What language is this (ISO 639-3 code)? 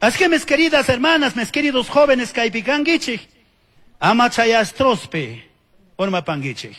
qug